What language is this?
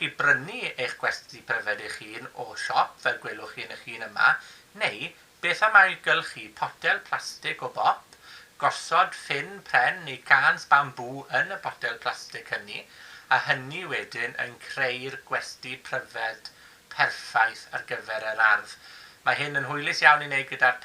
Welsh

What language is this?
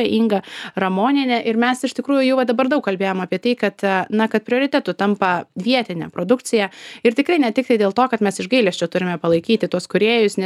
Lithuanian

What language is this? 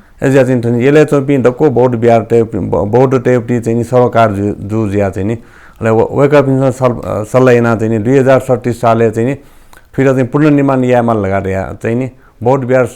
Newari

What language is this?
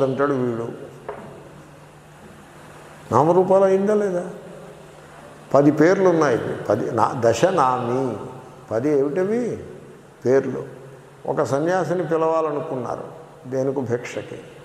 Telugu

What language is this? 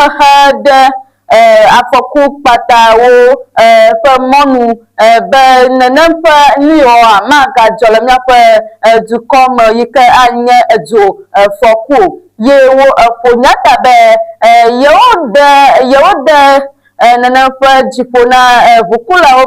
Ewe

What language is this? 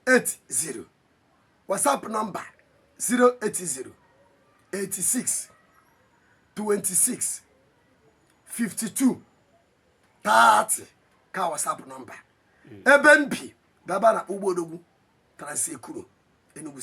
Igbo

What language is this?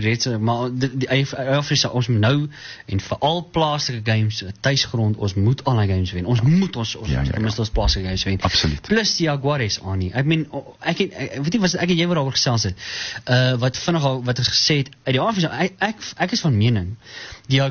Afrikaans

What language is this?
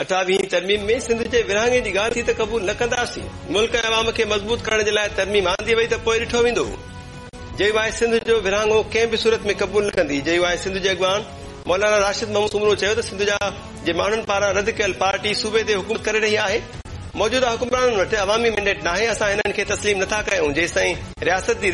Sindhi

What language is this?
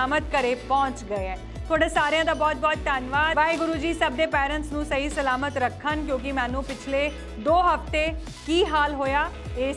Punjabi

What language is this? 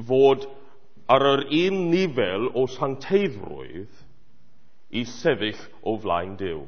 Welsh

